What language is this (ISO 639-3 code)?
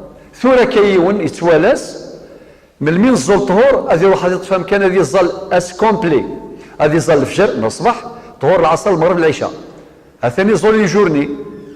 kab